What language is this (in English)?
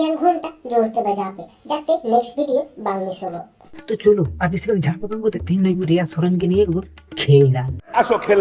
Santali